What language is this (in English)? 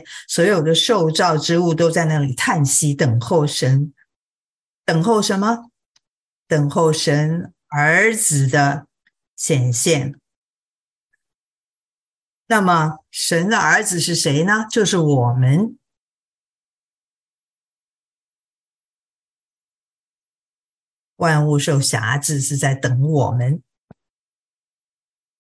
Chinese